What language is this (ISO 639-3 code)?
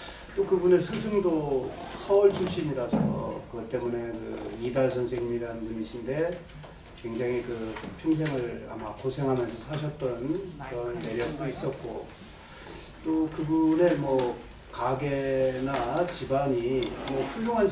kor